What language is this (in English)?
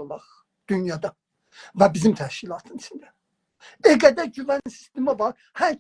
South Azerbaijani